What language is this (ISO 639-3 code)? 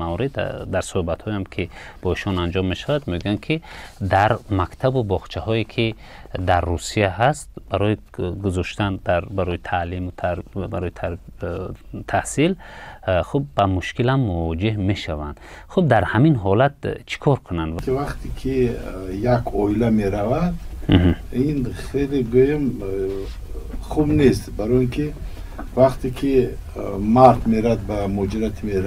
tgk